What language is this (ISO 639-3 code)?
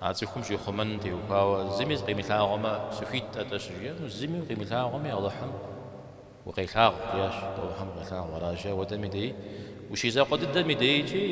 kbd